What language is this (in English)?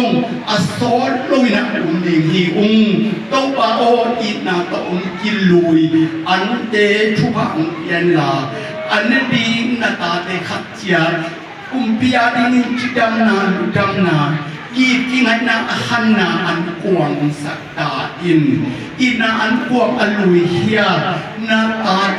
Tedim Chin